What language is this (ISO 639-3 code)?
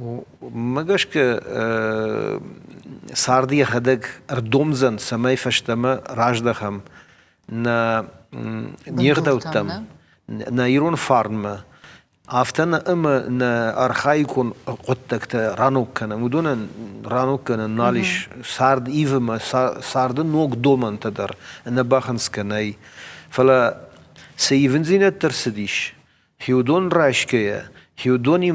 oss